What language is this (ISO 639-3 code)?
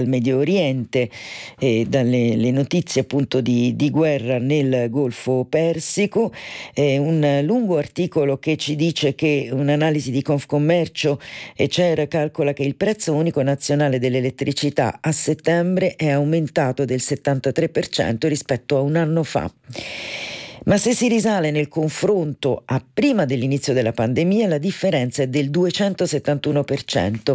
ita